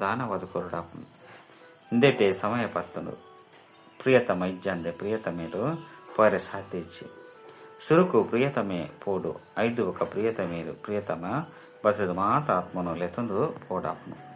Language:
Tulu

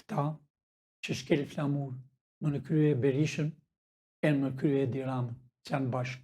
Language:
Albanian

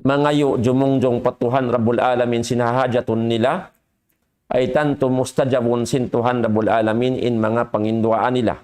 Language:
Tausug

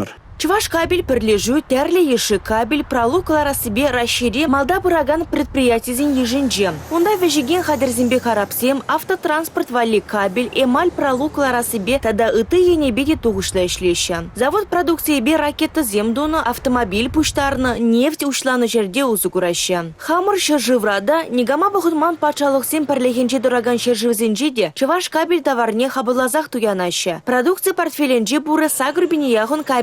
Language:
Chuvash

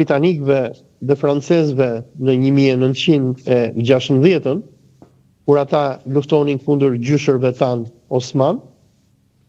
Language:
Albanian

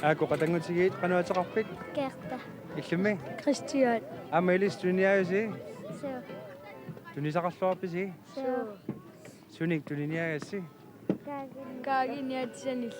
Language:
Kalaallisut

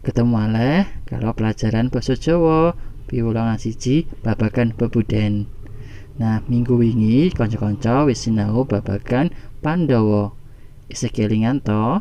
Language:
Javanese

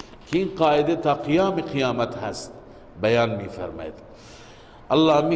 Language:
Persian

